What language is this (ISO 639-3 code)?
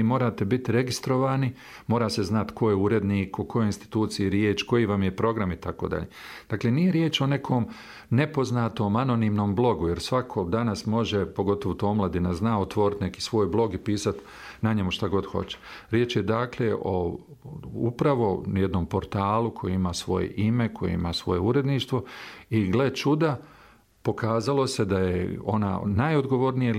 bos